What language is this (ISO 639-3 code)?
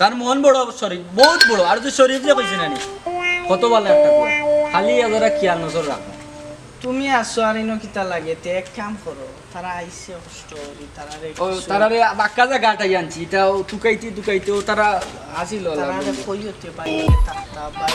syl